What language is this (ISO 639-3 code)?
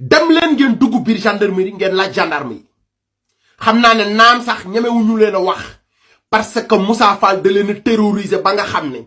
wol